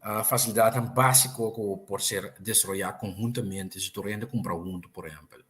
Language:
Papiamento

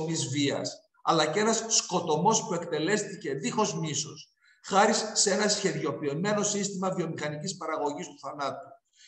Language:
Greek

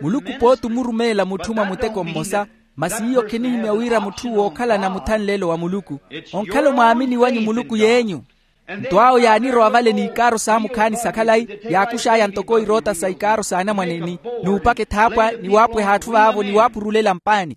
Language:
Makhuwa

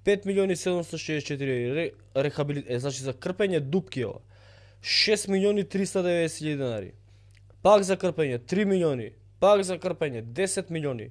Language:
Macedonian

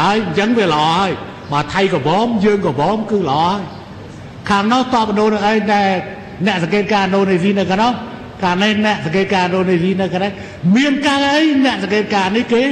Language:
Khmer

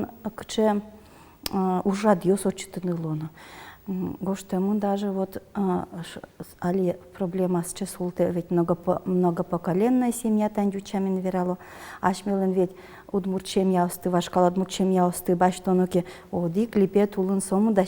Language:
Udmurt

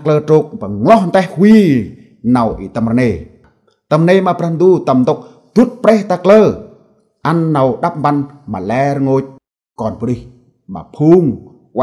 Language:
Central Mnong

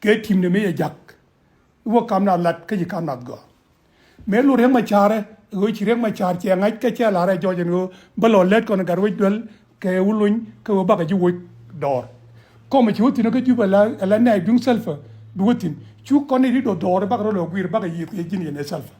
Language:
Nuer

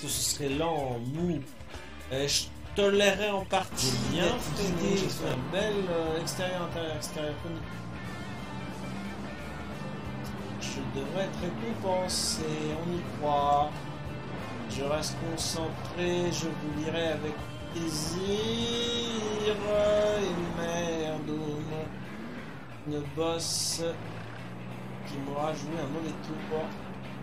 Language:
French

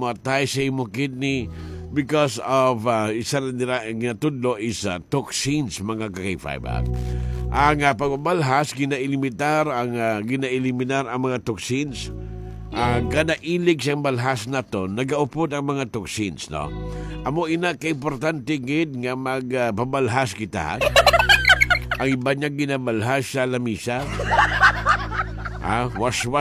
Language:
Hiligaynon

